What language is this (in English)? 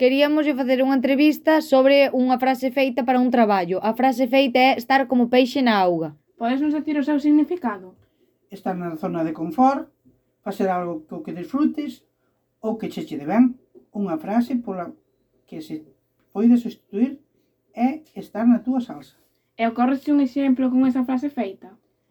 Galician